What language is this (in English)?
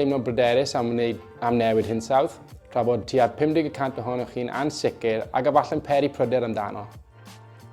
Welsh